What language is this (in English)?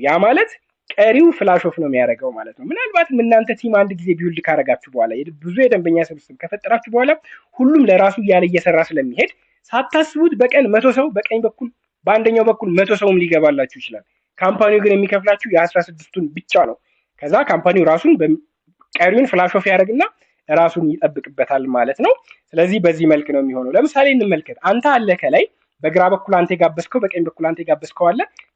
Amharic